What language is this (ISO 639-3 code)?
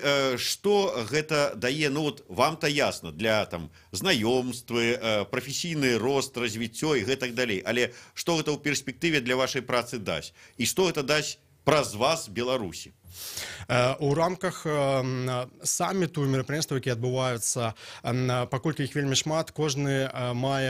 bel